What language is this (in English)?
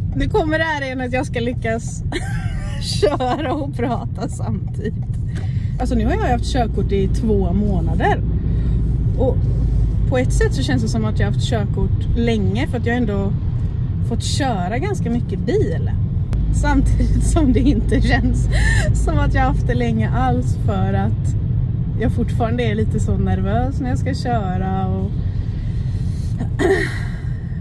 Swedish